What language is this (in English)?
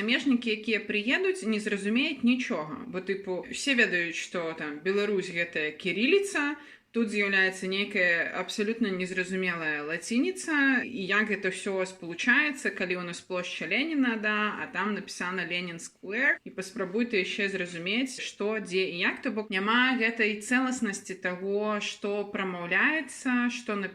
Belarusian